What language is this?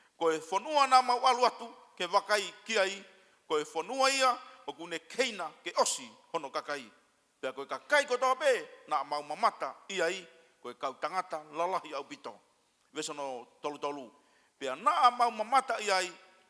Tongan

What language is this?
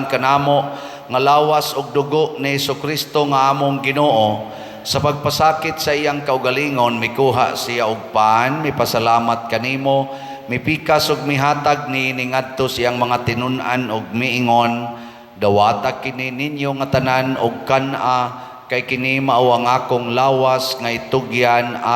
Cebuano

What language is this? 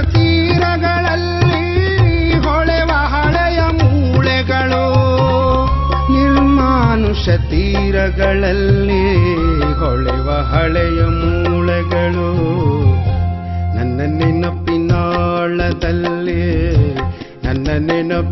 Kannada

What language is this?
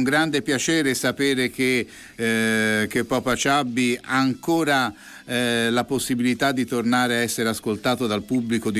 Italian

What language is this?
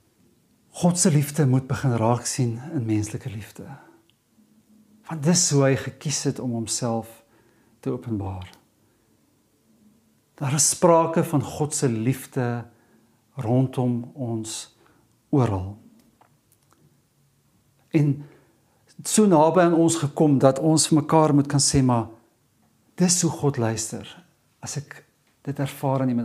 Afrikaans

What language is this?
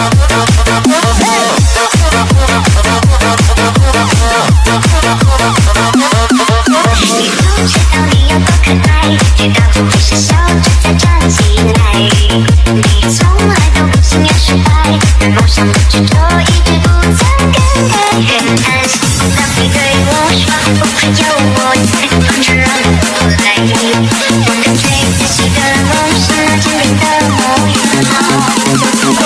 Chinese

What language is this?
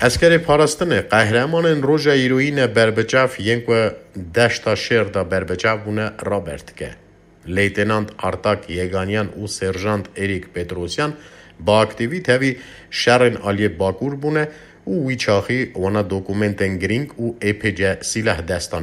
Kurdish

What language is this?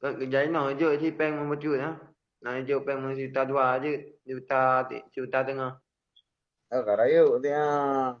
Achinese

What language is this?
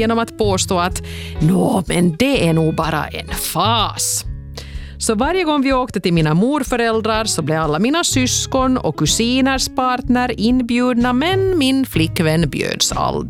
Swedish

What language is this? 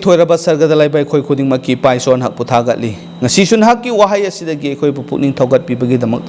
Manipuri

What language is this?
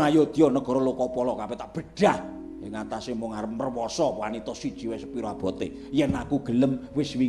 Javanese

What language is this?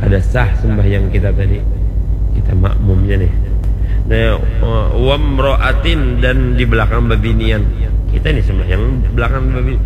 Banjar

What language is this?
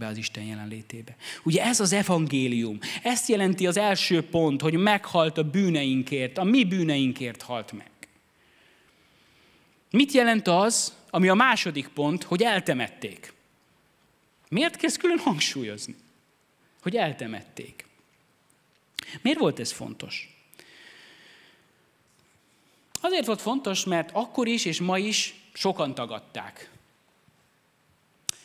Hungarian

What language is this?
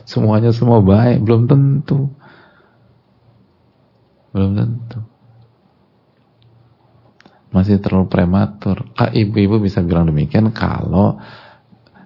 Indonesian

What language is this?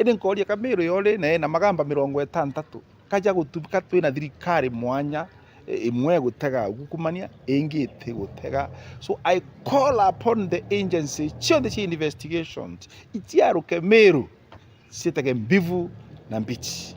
Meru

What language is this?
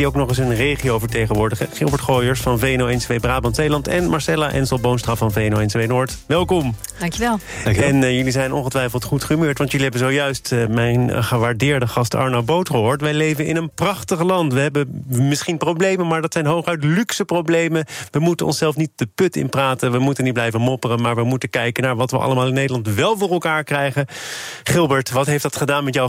Dutch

